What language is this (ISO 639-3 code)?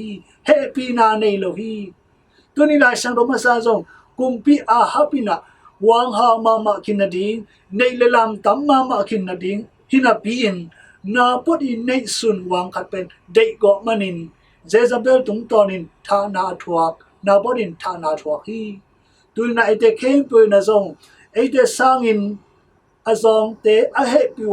ctd